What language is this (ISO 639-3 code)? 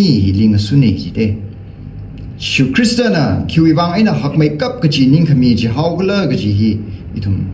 nmf